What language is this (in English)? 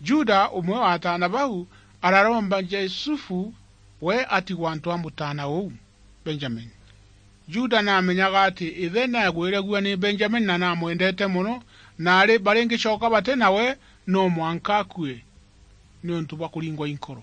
Meru